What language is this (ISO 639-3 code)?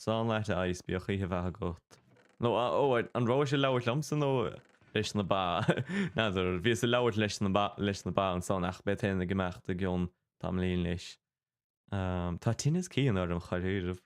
gle